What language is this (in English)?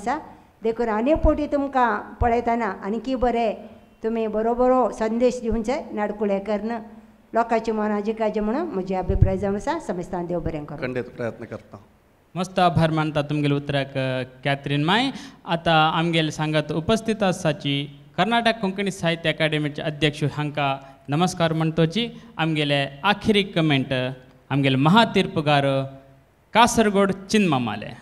Konkani